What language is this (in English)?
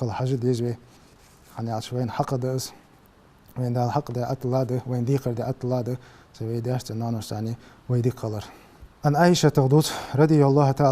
Ingush